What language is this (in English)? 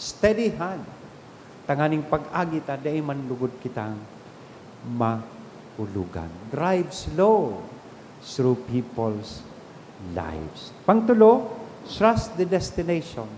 Bikol